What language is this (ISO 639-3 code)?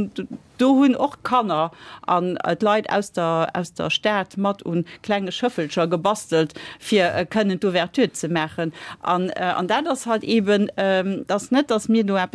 ltz